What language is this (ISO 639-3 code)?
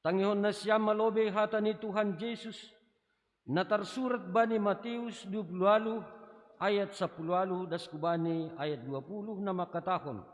bts